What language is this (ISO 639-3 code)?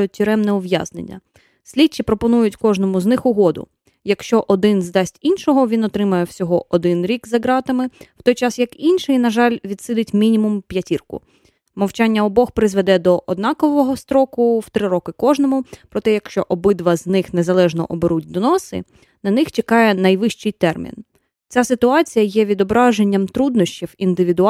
ukr